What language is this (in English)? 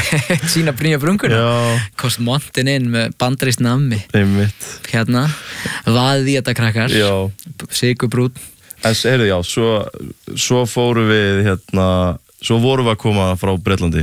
Icelandic